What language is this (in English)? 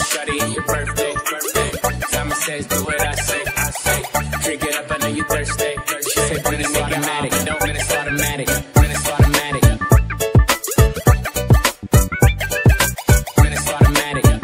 English